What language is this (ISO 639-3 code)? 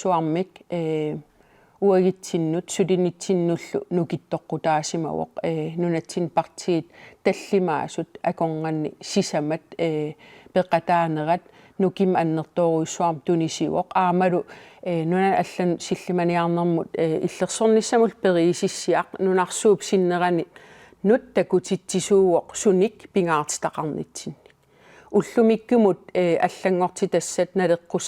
kal